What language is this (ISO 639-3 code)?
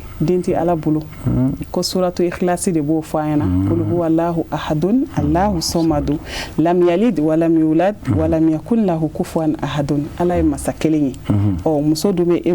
bam